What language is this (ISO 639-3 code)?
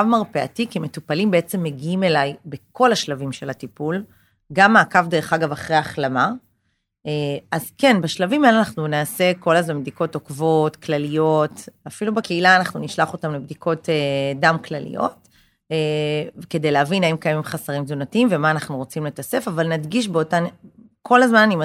heb